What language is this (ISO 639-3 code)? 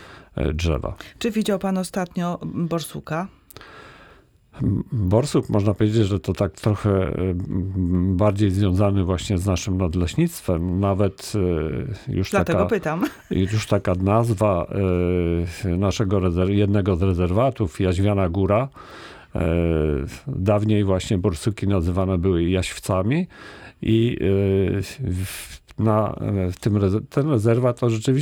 pol